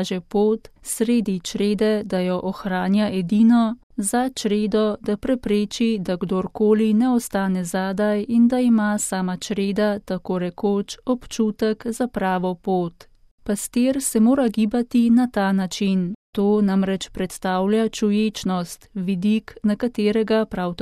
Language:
Slovenian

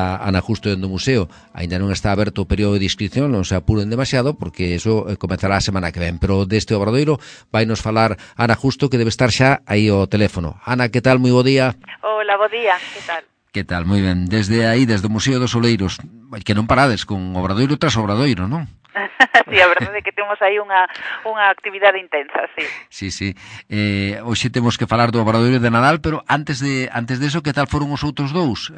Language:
Galician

